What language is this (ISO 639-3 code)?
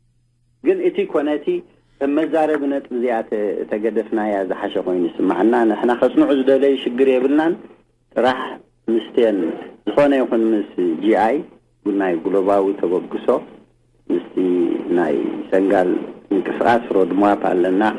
tir